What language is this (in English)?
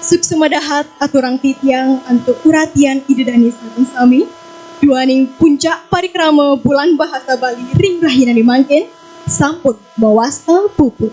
Balinese